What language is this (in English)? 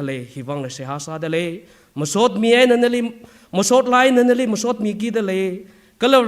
Tangkhul Naga (India)